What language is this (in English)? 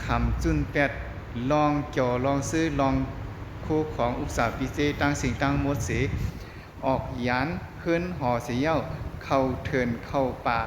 Shan